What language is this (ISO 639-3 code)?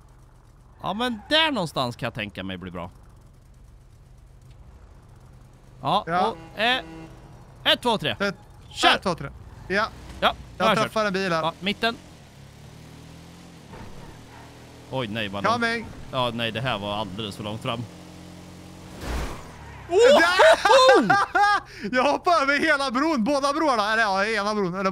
swe